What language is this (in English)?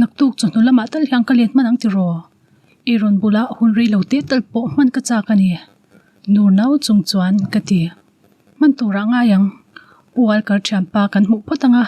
Mizo